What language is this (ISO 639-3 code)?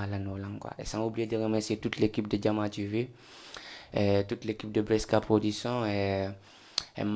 ful